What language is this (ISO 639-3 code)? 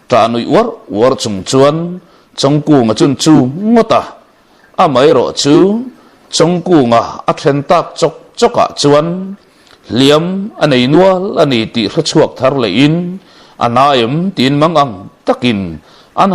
lus